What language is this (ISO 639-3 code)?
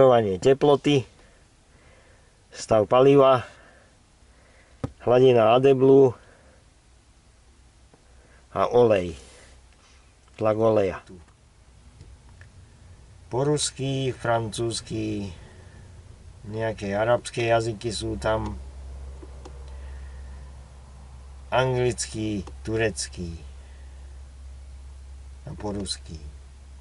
slk